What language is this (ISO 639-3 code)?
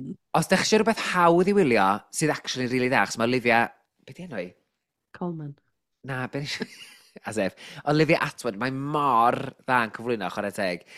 cym